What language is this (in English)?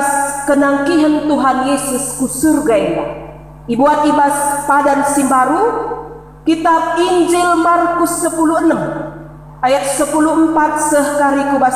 Batak Karo